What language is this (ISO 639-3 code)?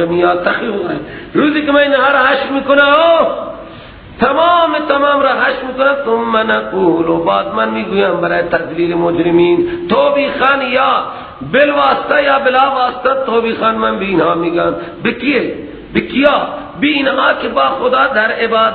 fas